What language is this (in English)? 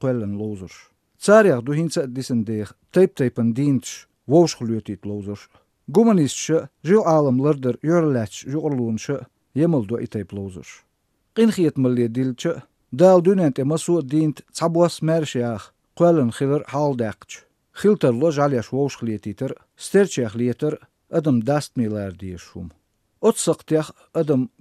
Chechen